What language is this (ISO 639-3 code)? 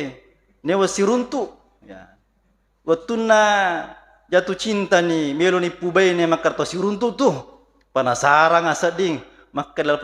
bug